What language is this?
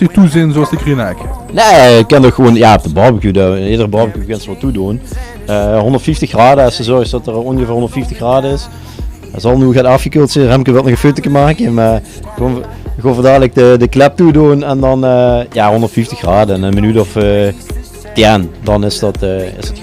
Limburgish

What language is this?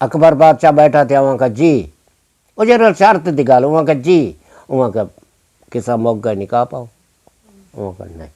Saraiki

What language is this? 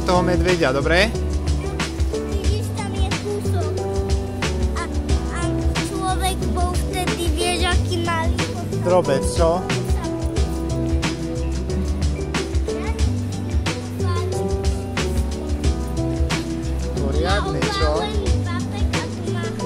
Slovak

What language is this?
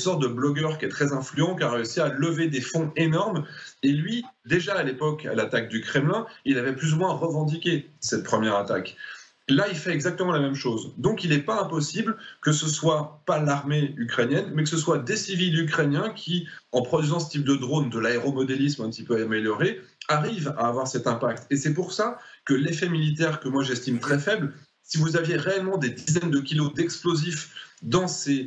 French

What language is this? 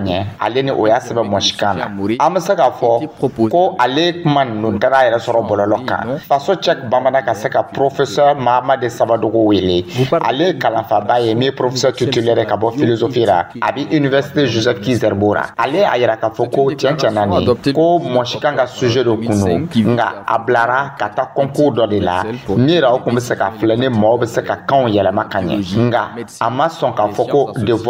Dyula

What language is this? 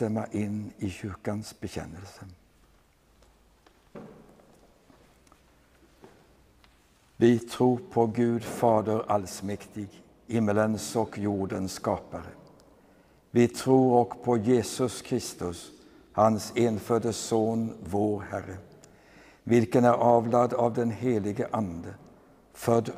Swedish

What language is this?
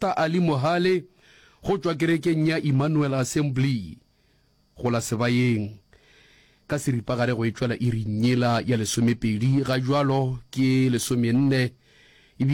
Northern Sotho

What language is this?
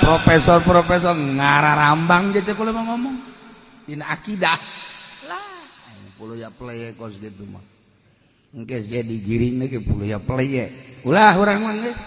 Sundanese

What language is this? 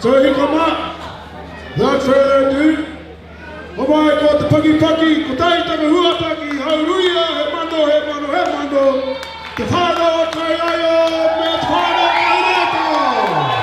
Māori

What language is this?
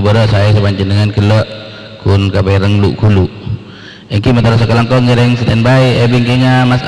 Madurese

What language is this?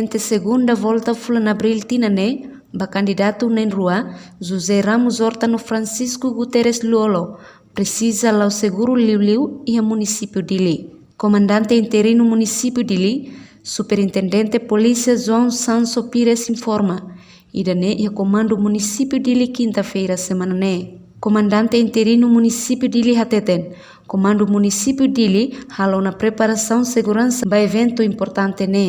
Tetum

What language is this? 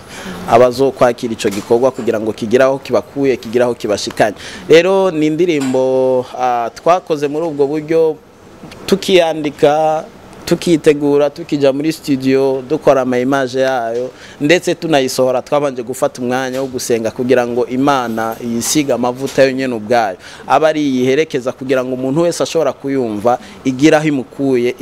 Rundi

